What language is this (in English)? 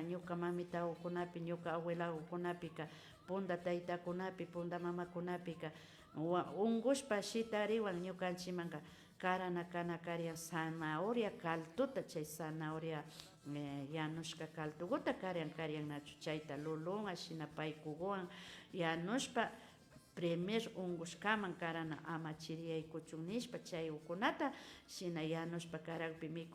Imbabura Highland Quichua